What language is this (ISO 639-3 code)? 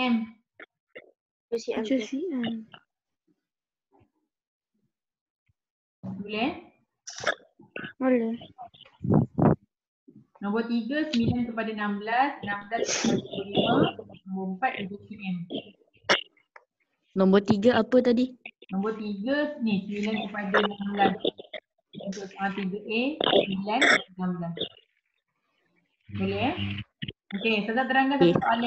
msa